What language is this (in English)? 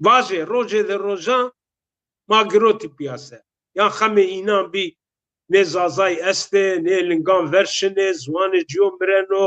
Zaza